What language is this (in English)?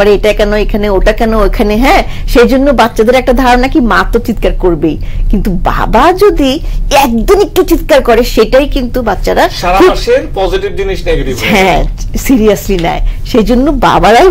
Bangla